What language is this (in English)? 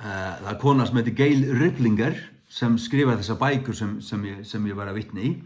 Faroese